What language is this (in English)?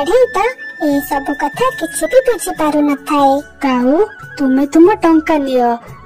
Odia